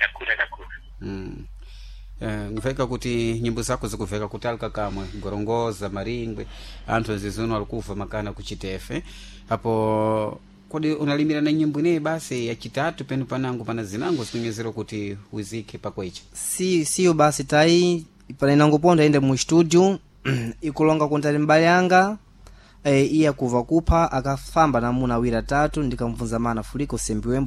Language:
Sena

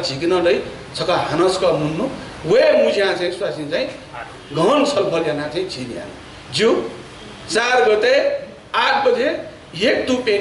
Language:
Newari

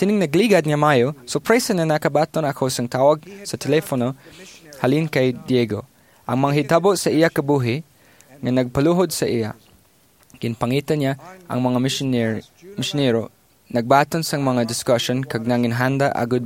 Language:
Hiligaynon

